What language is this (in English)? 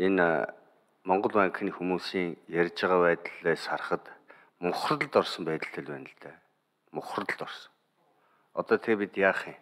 Mongolian